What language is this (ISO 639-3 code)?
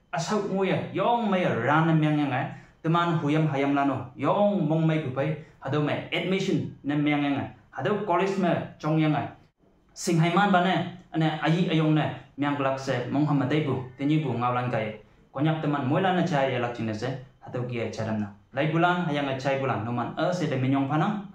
nbe